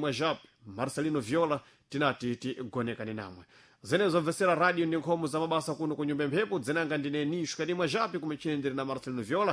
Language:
Sena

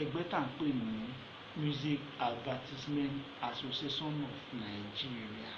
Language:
Yoruba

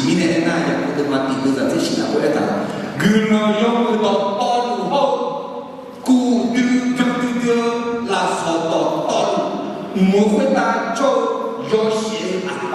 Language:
Akha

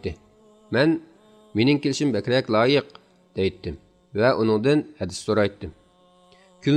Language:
Uyghur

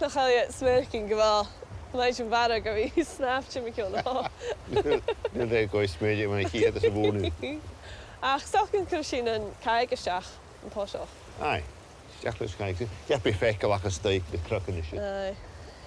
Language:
Scottish Gaelic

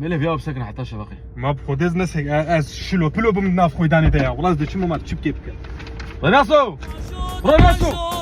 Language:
Kurdish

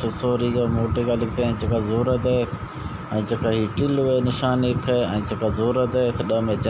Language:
Eastern Balochi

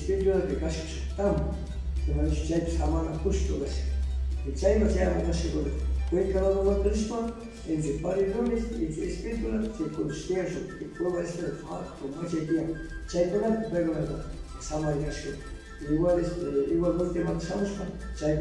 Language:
Cañar Highland Quichua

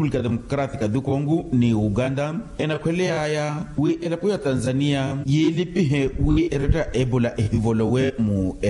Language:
Makhuwa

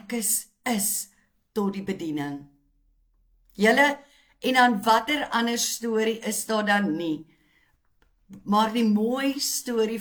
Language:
Afrikaans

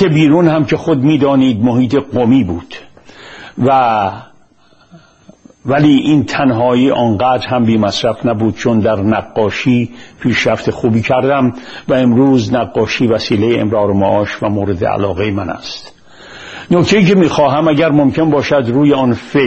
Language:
Persian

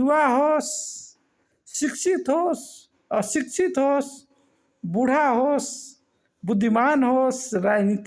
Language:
Nepali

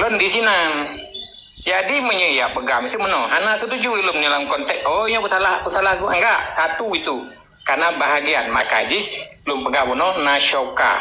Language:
Achinese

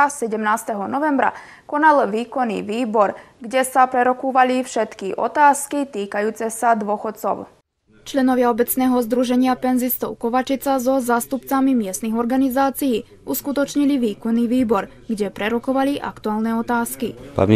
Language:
Slovak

